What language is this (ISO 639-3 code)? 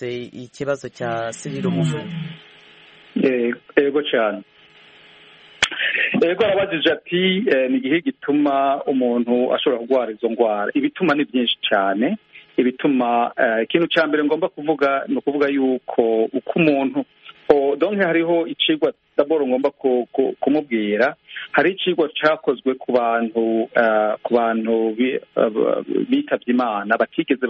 kin